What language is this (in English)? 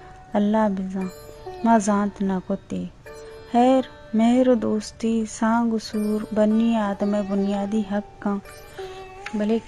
Baluchi